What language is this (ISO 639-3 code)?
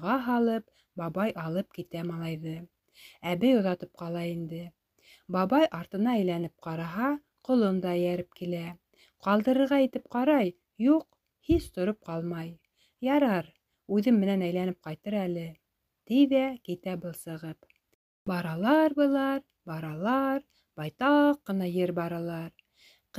bak